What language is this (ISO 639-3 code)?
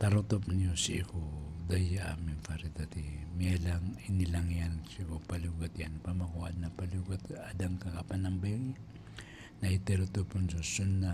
mrw